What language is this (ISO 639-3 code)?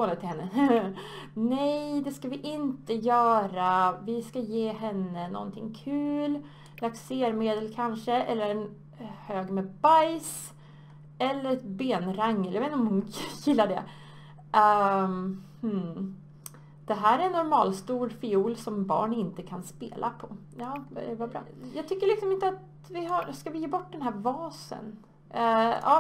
swe